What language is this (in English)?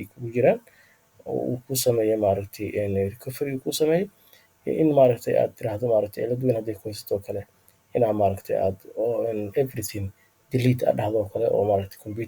Somali